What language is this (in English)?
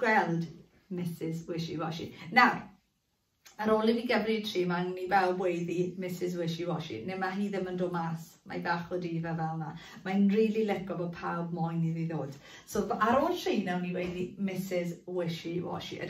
Welsh